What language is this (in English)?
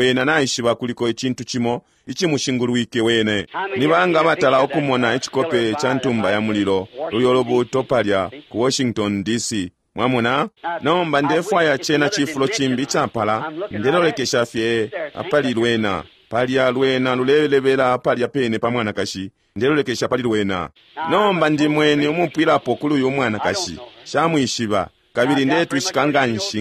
Bemba